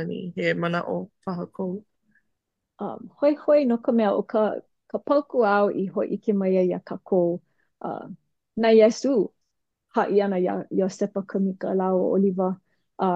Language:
Hawaiian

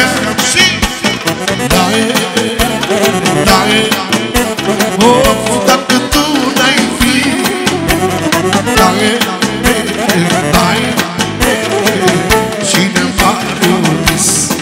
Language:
Romanian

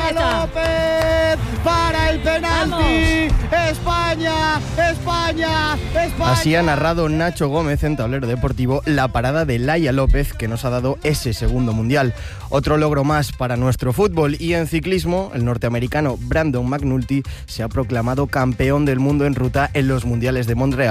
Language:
Spanish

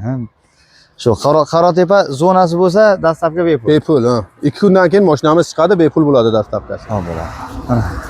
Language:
Uzbek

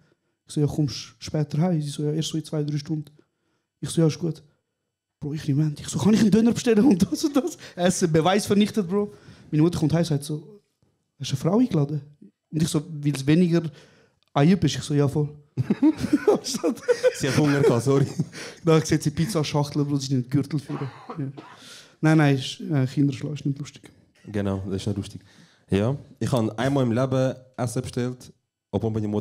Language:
Swiss German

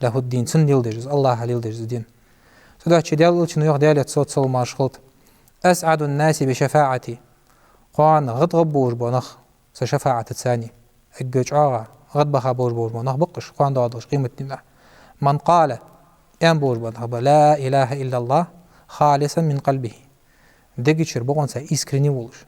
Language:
Ingush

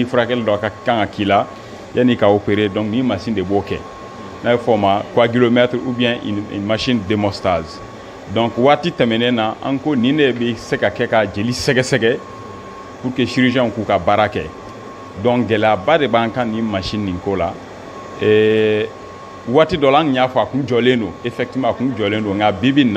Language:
Bambara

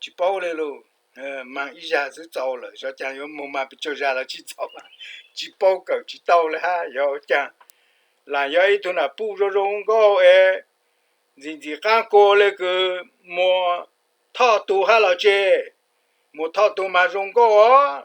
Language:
Hmong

